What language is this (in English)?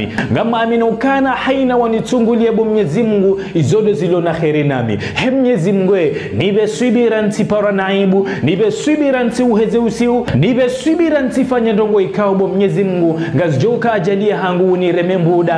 Ngazidja Comorian